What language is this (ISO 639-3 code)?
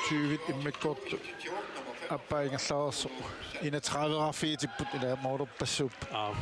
kal